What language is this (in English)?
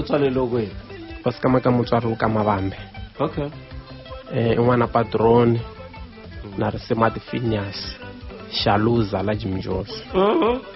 Tsonga